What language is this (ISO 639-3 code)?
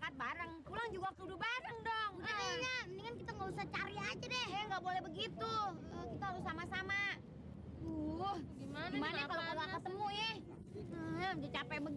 bew